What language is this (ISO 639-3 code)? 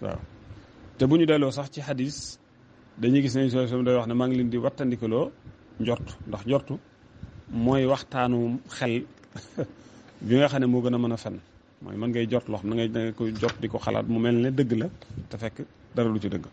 wol